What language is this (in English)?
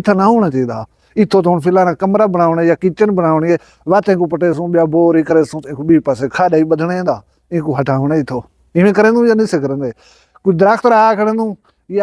Saraiki